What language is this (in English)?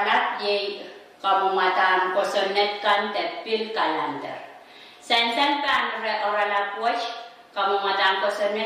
Pohnpeian